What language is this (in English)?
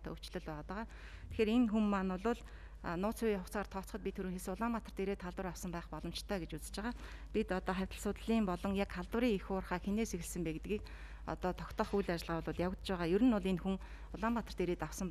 Mongolian